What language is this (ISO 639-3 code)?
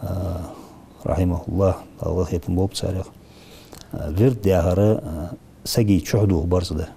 inh